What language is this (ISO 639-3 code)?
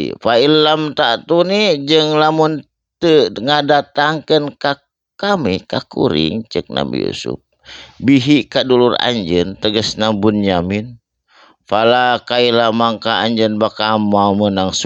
sun